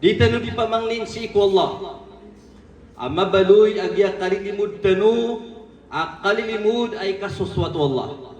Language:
Maranao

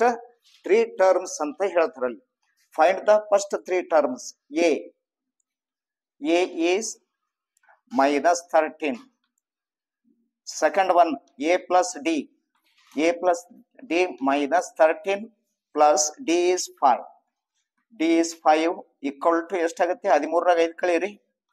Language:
Kannada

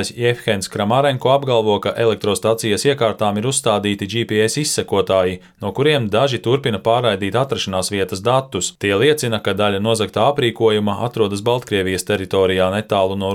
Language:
Latvian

